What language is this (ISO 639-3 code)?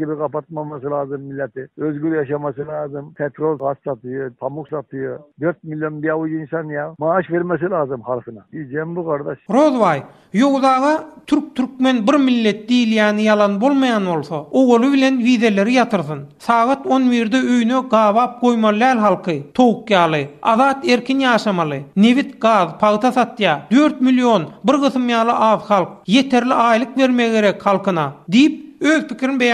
tuk